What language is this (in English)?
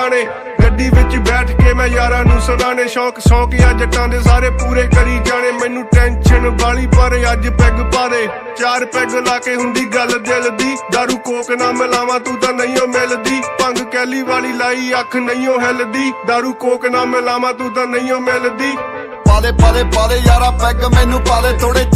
Punjabi